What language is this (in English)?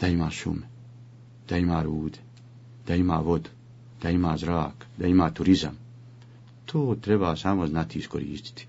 Bosnian